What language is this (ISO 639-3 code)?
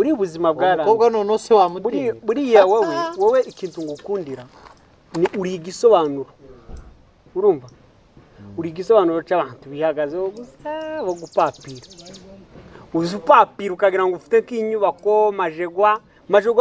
kin